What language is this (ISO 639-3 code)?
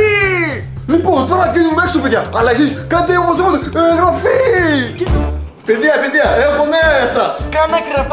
ell